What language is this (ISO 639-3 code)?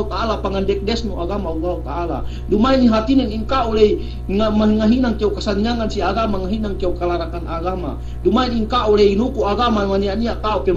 yka